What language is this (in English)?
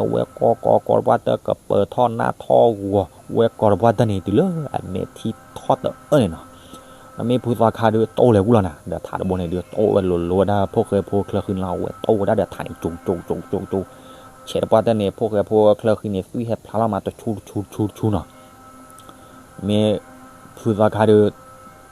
S'gaw Karen